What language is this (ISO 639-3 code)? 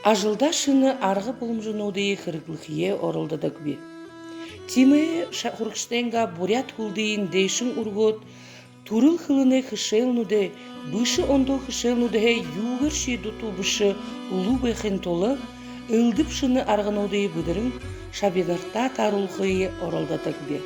bua